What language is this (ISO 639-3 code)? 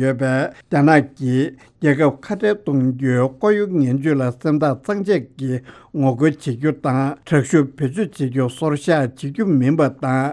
bod